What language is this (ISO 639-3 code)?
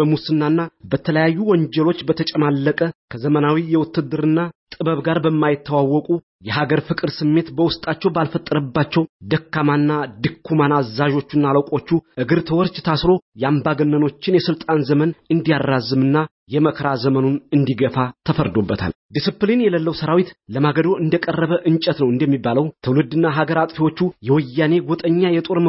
amh